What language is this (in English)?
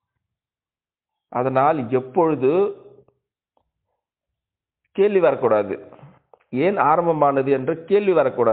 Tamil